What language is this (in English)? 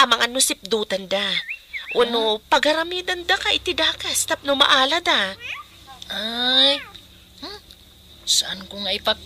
Iloko